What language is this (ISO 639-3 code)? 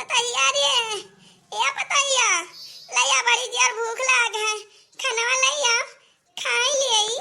awa